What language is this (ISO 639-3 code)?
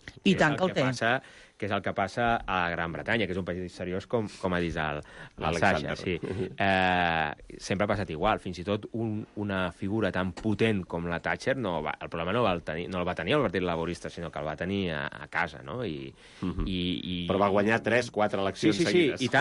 cat